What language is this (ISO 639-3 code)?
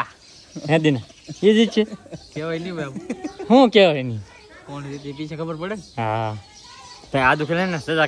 guj